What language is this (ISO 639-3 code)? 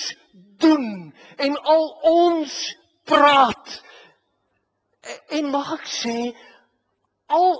afr